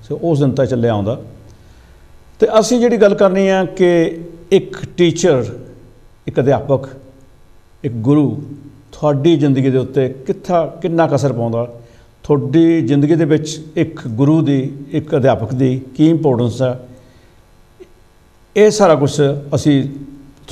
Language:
Punjabi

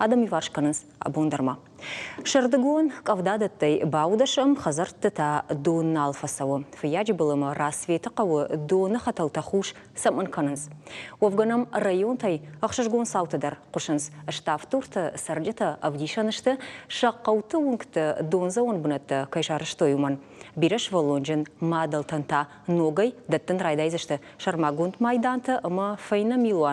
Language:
Ossetic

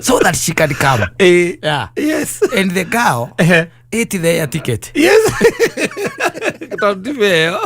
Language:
Kikuyu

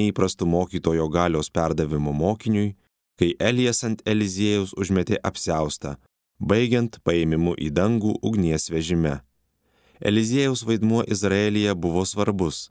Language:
Lithuanian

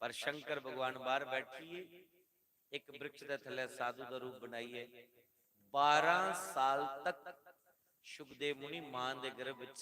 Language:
Dogri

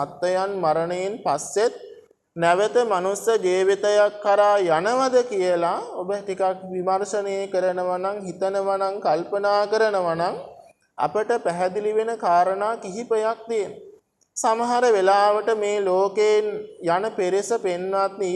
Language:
Sinhala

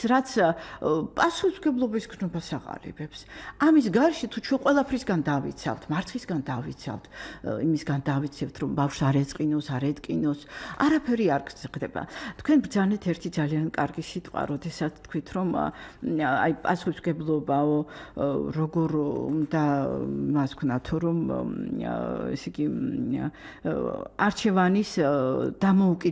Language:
Georgian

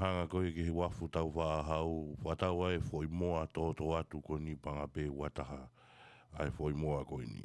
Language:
Tongan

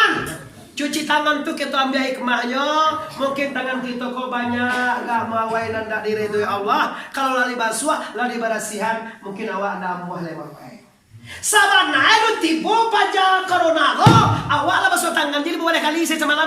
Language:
Minangkabau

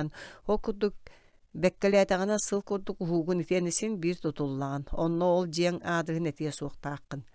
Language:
Yakut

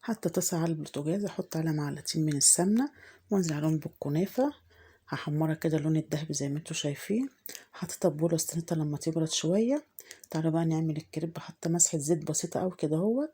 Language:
Egyptian Arabic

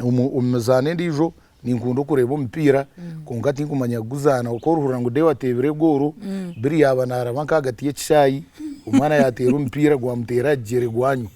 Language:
Nyankole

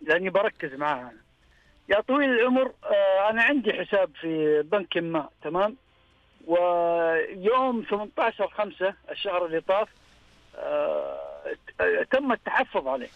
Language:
Najdi Arabic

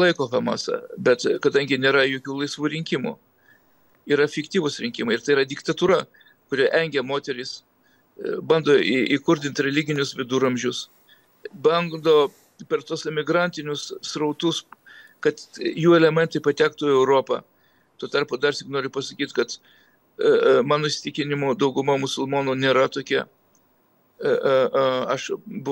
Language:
Lithuanian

